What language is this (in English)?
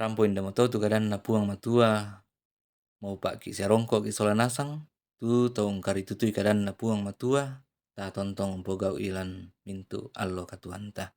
Toraja-Sa'dan